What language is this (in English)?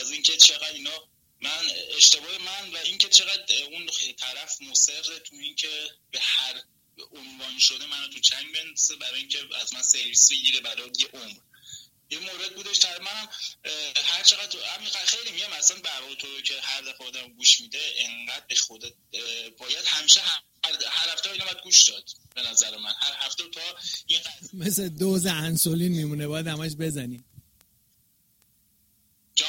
Persian